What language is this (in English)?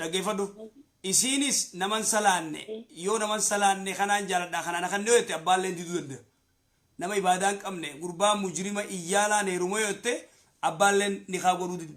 Oromo